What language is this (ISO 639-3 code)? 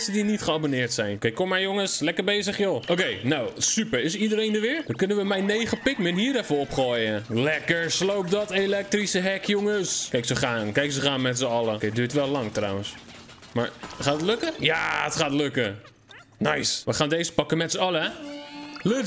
nld